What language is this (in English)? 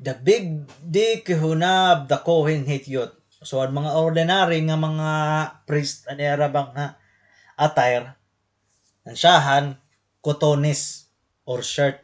Waray